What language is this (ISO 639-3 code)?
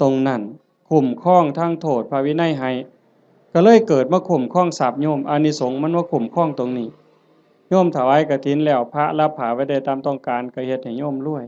tts